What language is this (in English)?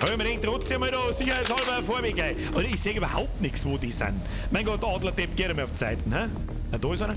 Bavarian